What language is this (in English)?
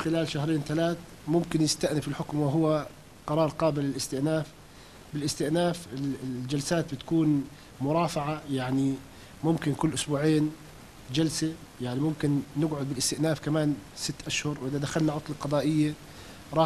North Levantine Arabic